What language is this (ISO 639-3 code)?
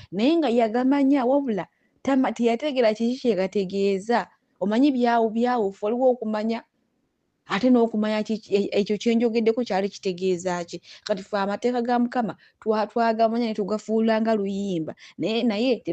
lug